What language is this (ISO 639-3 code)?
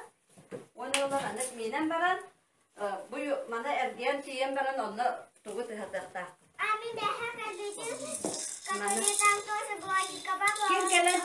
sah